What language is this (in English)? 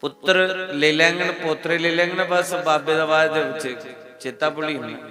Dogri